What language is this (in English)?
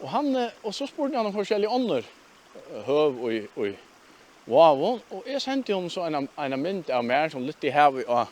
Faroese